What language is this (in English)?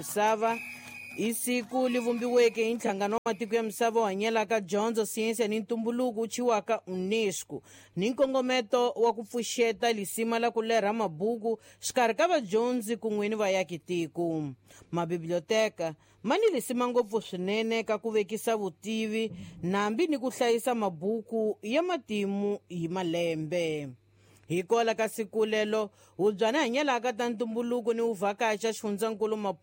Tsonga